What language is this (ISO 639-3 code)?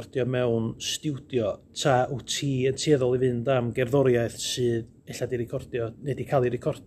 cym